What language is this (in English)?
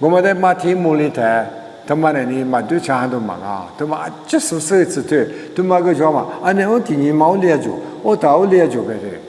Lisu